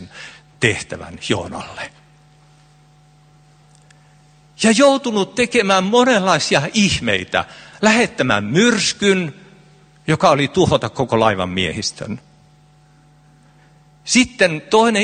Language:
Finnish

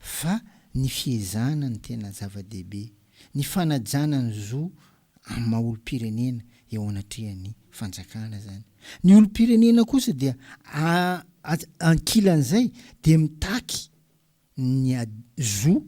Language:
Malagasy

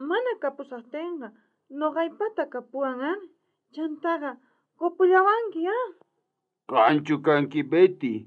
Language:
South Bolivian Quechua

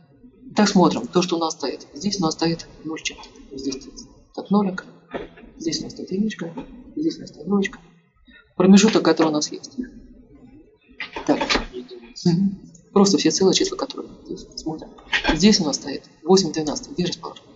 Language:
Russian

